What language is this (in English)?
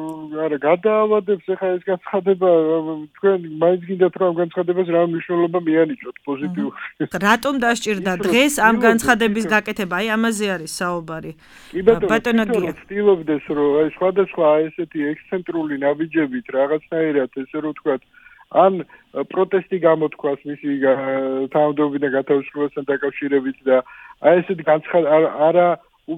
Georgian